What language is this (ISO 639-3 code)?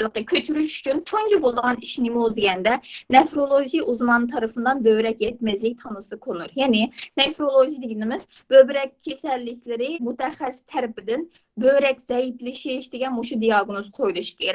uig